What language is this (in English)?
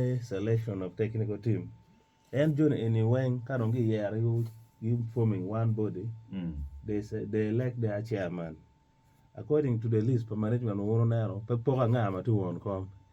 Acoli